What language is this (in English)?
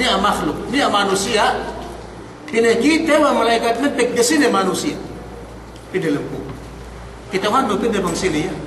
Yakan